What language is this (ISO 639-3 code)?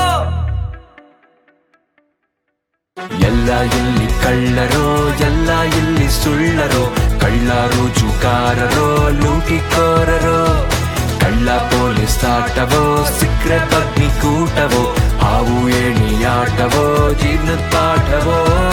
kan